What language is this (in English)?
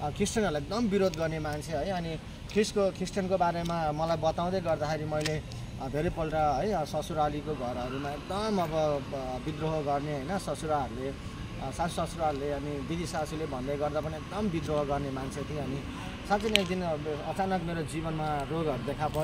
Nepali